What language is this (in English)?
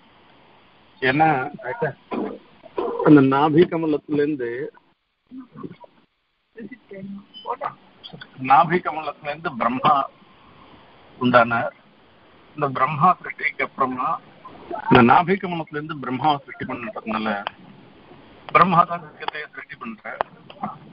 Tamil